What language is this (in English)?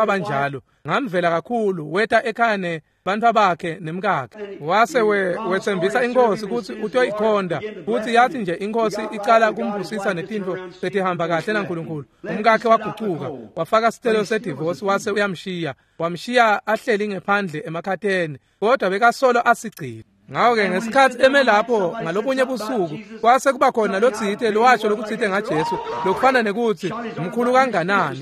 Swati